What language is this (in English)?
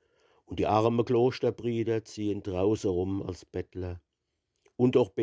Palatine German